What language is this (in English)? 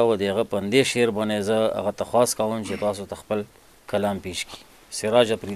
Pashto